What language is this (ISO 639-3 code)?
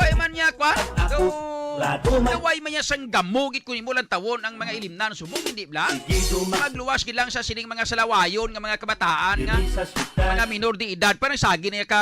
hil